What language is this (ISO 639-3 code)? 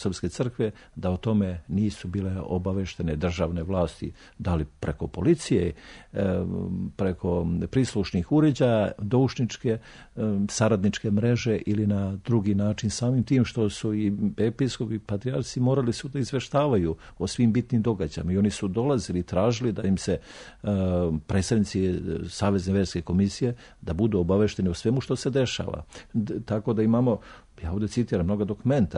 srp